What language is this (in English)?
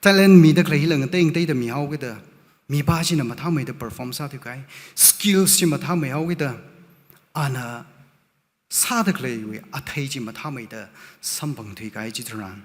Tangkhul Naga (India)